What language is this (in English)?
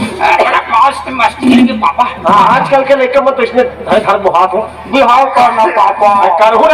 Chhattisgarhi